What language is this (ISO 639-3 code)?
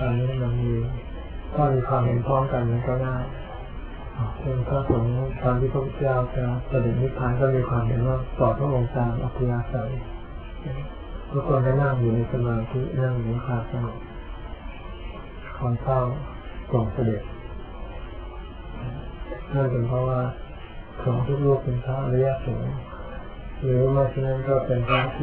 tha